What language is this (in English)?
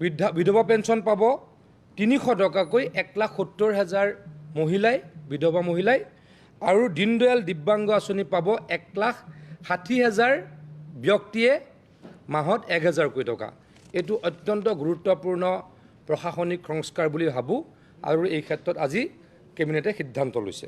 Assamese